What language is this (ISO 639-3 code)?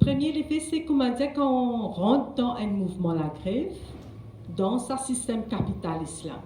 mfe